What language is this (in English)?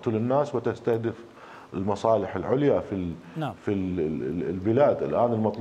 Mesopotamian Arabic